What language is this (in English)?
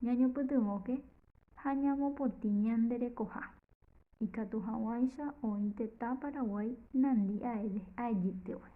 Guarani